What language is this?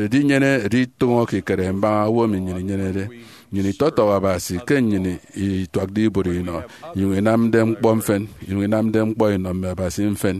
Efik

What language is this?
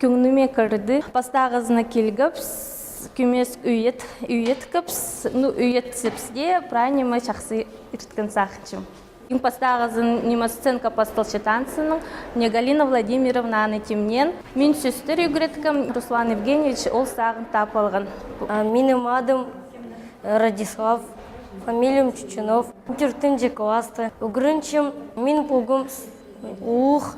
Khakas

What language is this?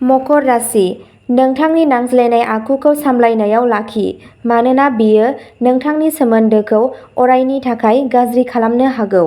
Bodo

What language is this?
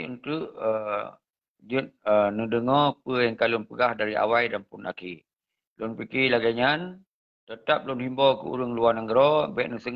Achinese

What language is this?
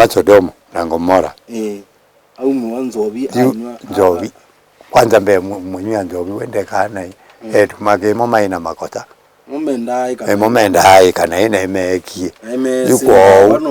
Kamba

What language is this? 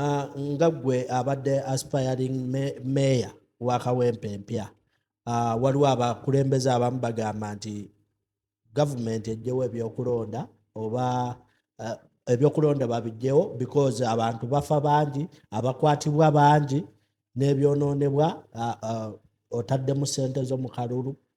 Ganda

